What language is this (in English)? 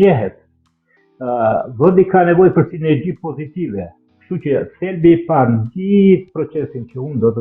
Albanian